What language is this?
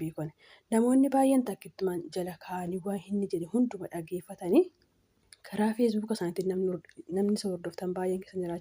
Oromo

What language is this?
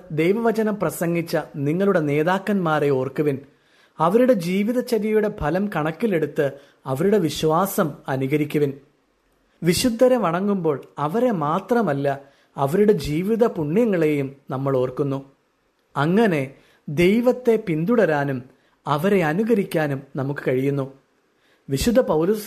Malayalam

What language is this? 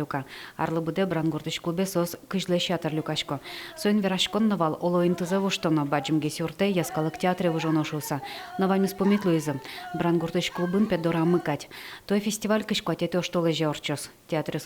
Udmurt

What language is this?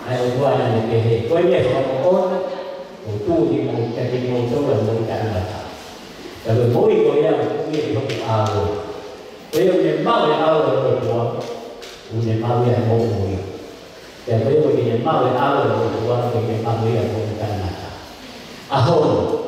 Tongan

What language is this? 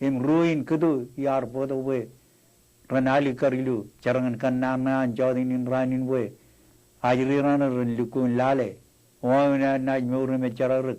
Marshallese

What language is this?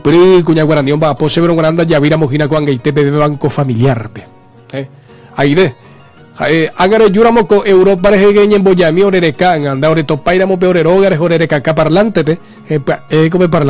Guarani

